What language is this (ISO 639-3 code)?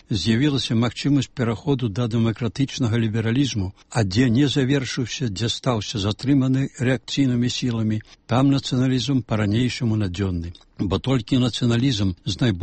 bel